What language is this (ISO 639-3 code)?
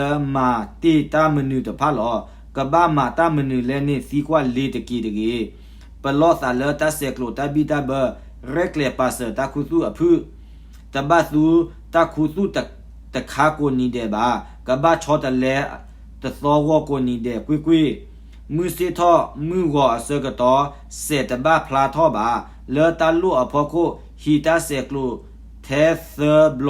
ksw